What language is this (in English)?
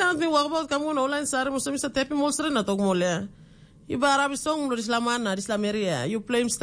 Tok Pisin